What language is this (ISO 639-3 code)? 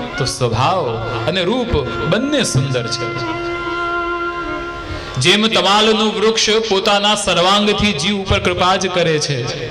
guj